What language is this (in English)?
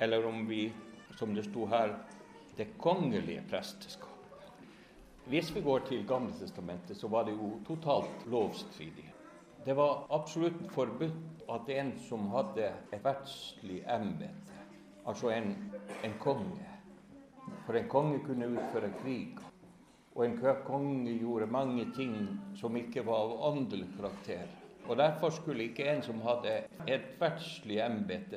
Norwegian